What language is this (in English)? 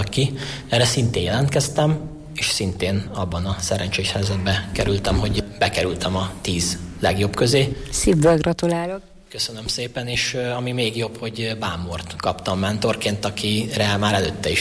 Hungarian